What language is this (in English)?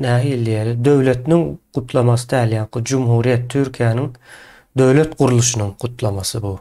Turkmen